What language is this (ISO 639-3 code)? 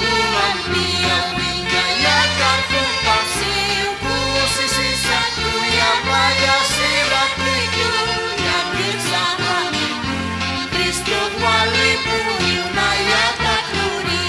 aym